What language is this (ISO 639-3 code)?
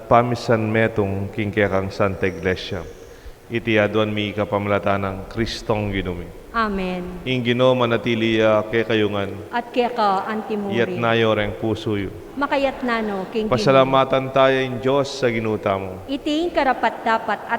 pam